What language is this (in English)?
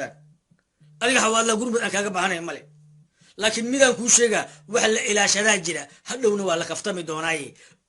Somali